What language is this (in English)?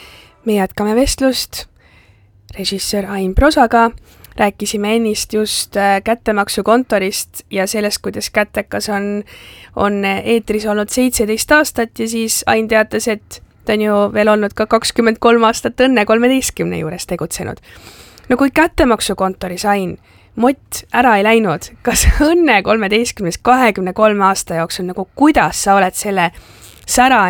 Estonian